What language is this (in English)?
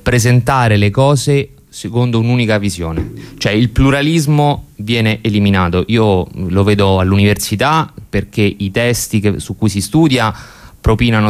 Italian